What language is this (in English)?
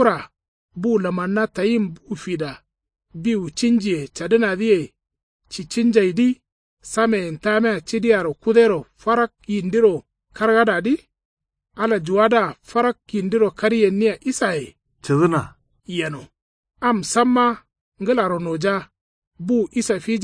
Kanuri